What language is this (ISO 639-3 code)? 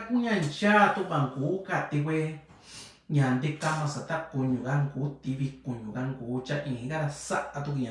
mix